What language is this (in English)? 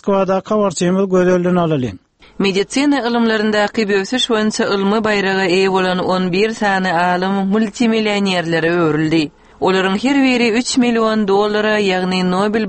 Turkmen